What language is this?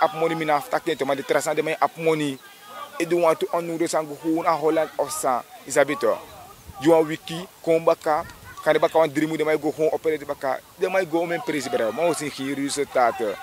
Sranan Tongo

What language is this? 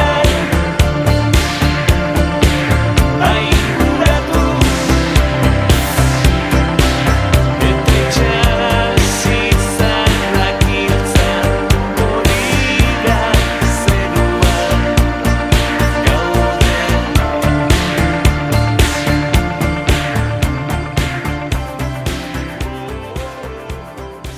Basque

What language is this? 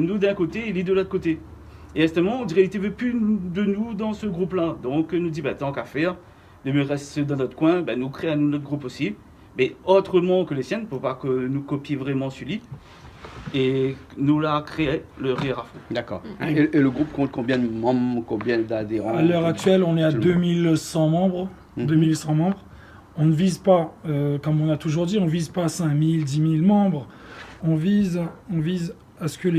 Réunion Creole French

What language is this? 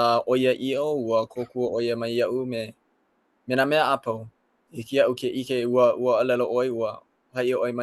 Hawaiian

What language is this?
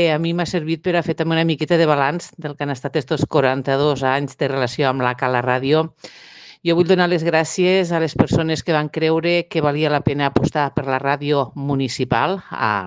Catalan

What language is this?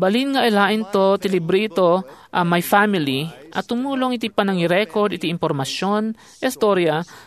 Iloko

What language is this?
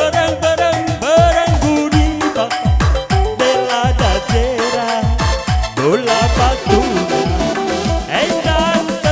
Batak Karo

